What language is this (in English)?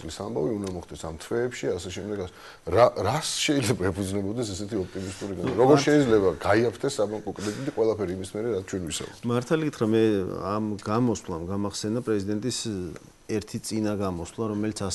Georgian